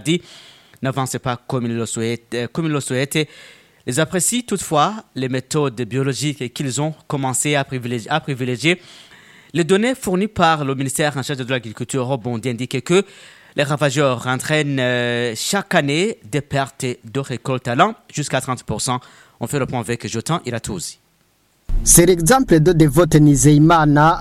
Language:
French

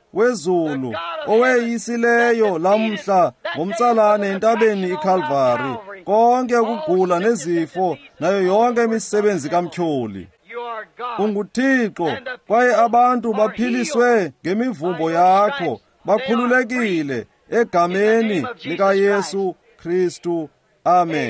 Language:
Xhosa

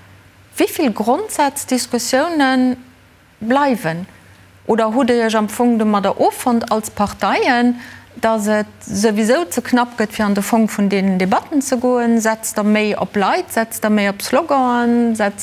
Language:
Luxembourgish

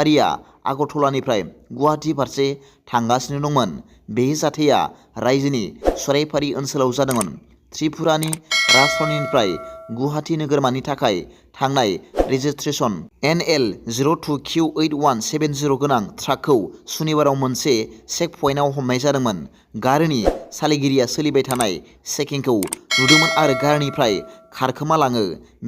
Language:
Bodo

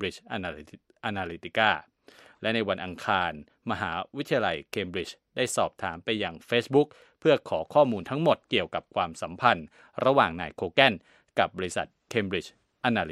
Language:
Thai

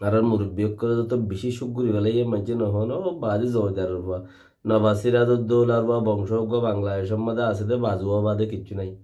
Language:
Rohingya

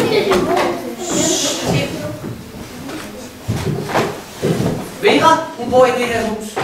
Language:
Danish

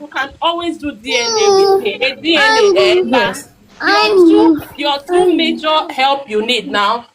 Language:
Nigerian Pidgin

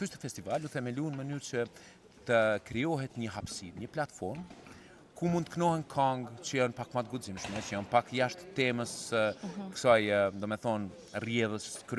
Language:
Albanian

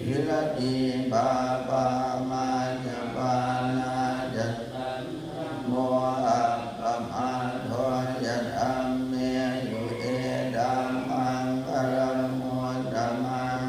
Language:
Pali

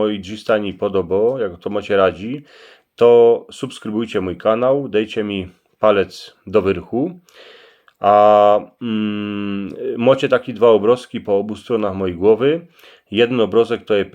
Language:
Silesian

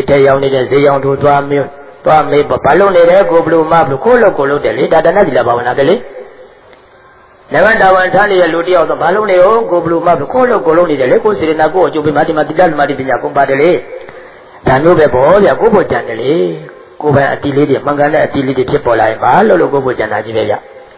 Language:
Burmese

